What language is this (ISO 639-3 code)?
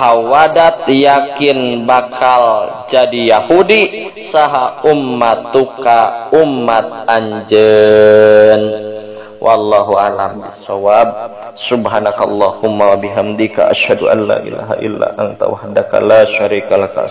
sun